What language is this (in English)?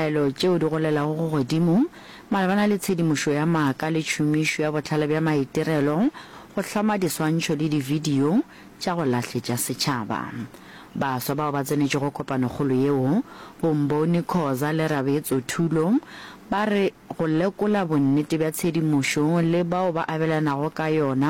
Northern Sotho